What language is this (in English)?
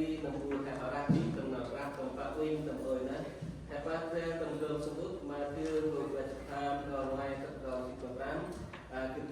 Central Mnong